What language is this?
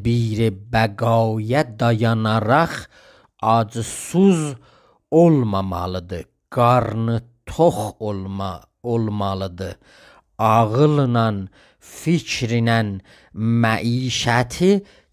South Azerbaijani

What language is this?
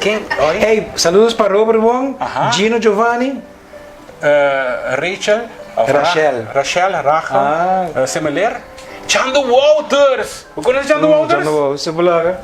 Papiamento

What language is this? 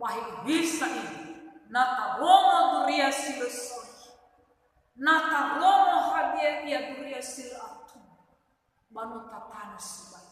Nias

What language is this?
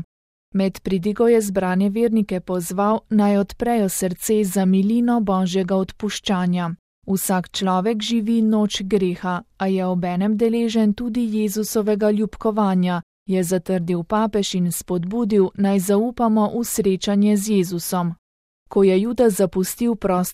Slovenian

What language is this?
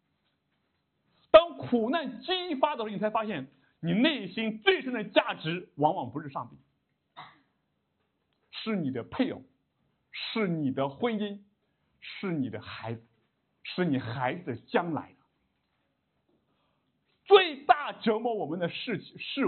Chinese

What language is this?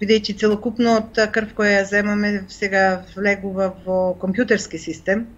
Macedonian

